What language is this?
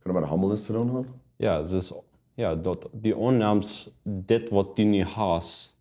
Plautdietsch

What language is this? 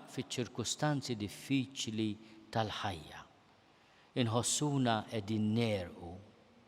Maltese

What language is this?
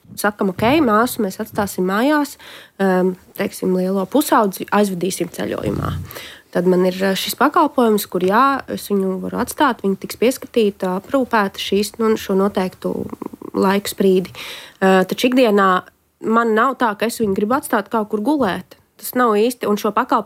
Latvian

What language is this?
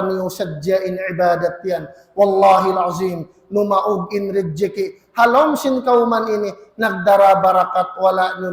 Tausug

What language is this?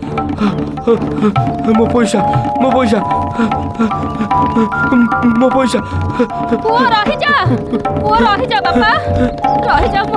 Odia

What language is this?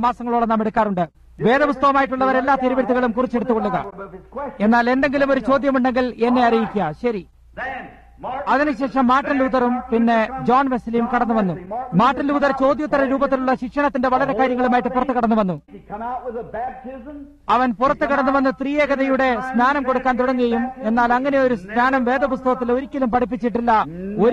Malayalam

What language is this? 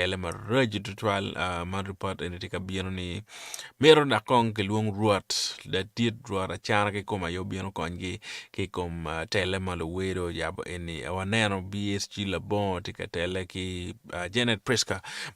Acoli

